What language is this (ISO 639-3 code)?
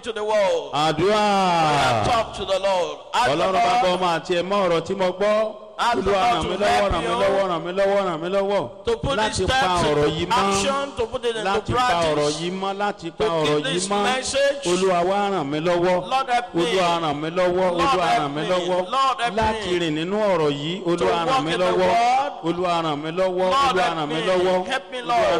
yor